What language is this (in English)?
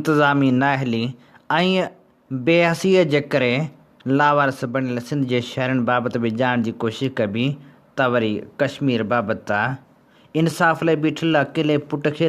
Sindhi